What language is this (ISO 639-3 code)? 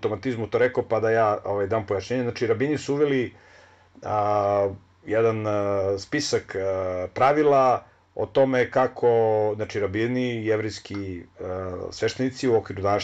srp